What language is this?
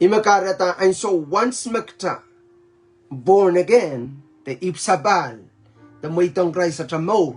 Pohnpeian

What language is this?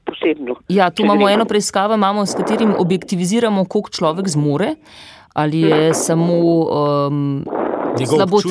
Slovenian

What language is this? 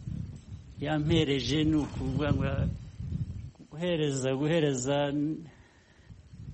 Kinyarwanda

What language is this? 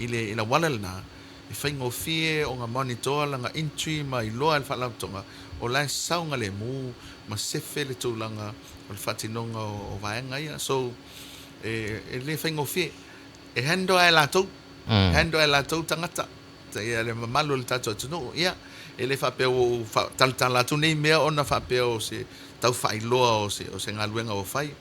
Samoan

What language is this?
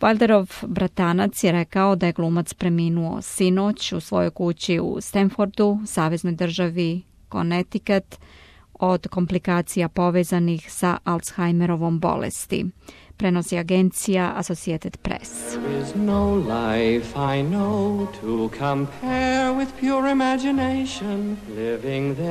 Serbian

